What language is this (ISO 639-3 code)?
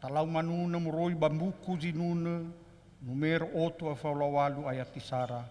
nia